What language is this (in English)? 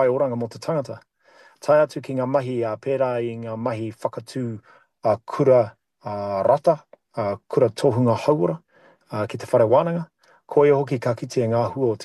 Māori